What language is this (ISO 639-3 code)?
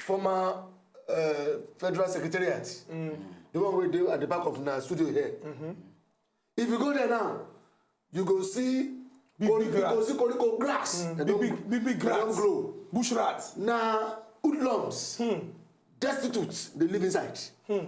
pcm